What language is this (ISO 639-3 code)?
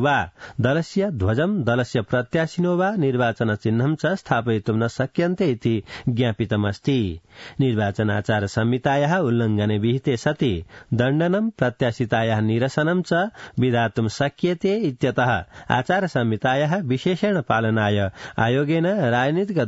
san